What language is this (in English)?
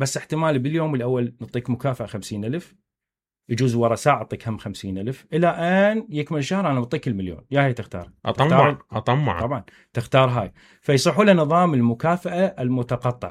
Mesopotamian Arabic